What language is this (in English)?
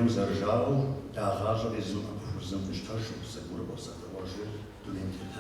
Kabardian